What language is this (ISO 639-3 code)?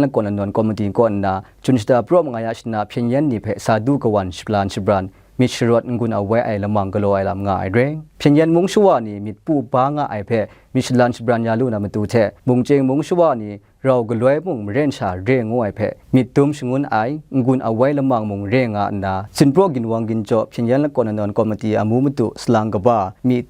kac